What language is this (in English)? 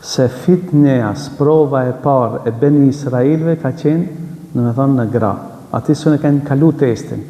Albanian